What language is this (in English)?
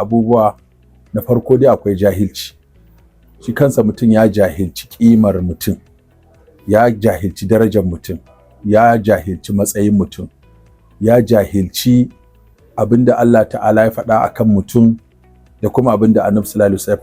Hausa